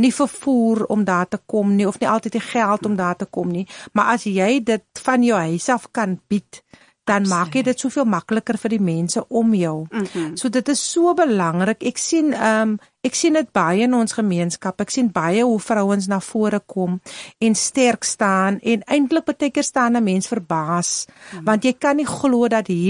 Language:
Afrikaans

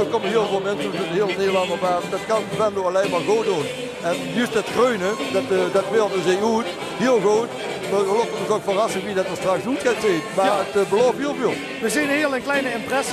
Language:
Limburgish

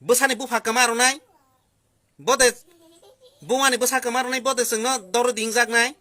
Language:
Kok Borok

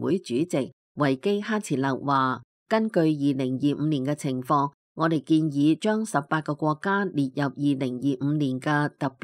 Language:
Cantonese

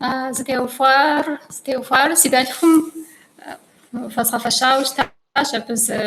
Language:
Kabardian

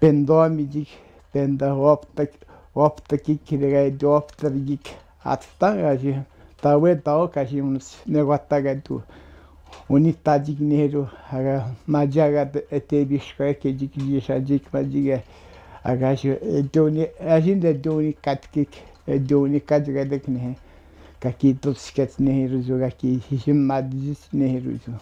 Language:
Atikamekw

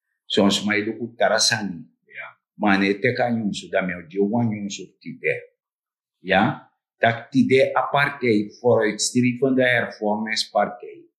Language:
Sranan Tongo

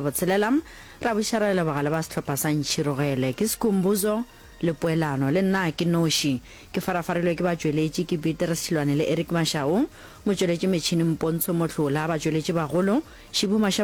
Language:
Northern Sotho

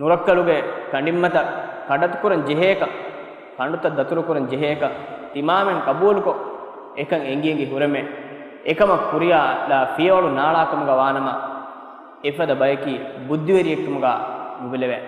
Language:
Divehi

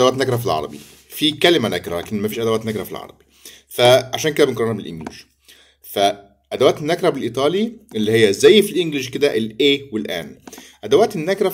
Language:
Egyptian Arabic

